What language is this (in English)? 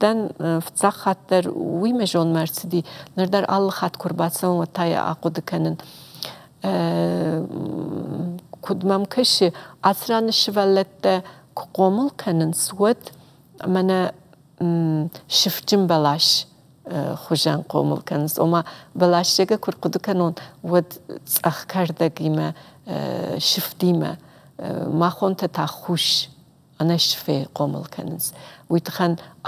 Ossetic